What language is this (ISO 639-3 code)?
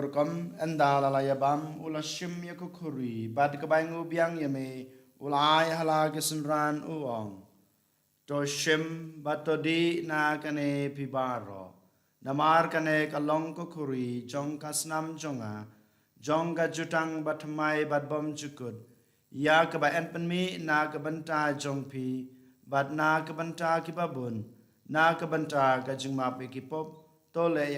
kha